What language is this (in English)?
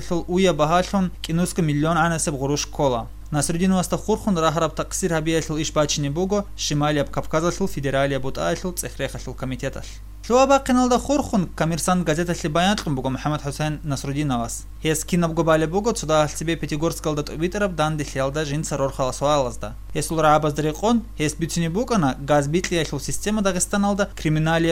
Avaric